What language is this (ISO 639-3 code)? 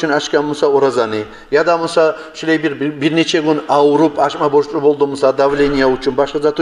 kum